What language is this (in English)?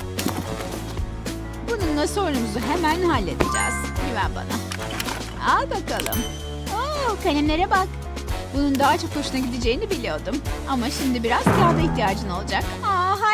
Turkish